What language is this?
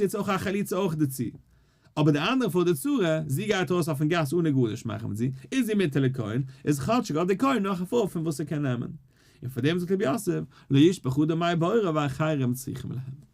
Yiddish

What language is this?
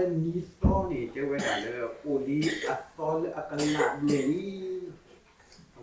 S'gaw Karen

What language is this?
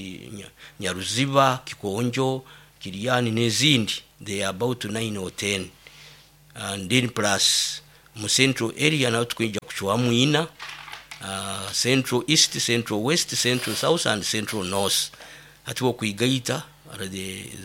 Nyoro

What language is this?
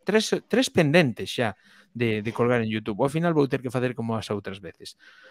Galician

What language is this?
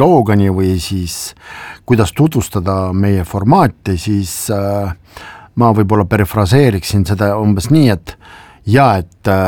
Estonian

